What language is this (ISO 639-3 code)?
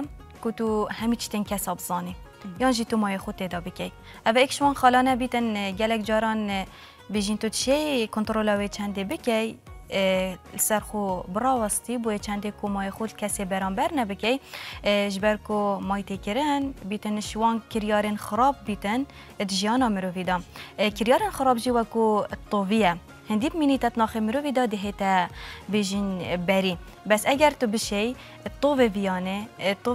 kur